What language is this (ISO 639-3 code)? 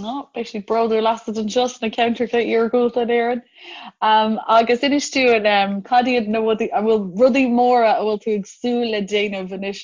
gle